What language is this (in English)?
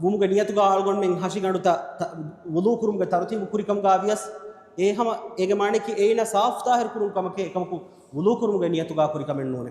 Divehi